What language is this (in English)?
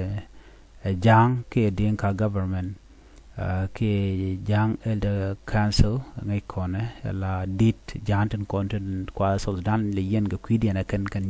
Nuer